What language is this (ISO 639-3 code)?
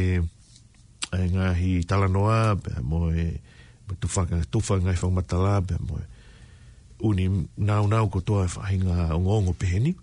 ton